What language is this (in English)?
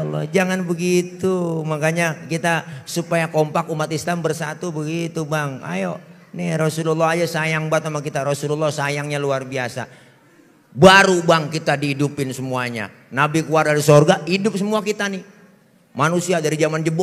Betawi